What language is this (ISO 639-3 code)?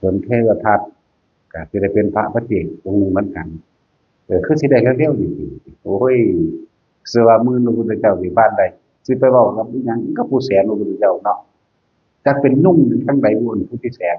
tts